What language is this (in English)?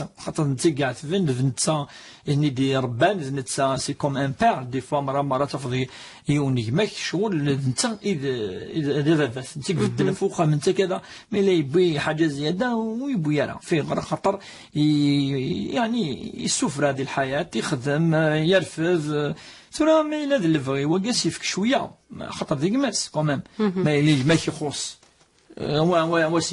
Kabyle